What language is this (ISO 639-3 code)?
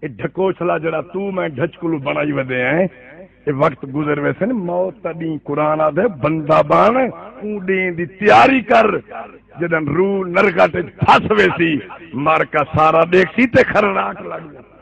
skr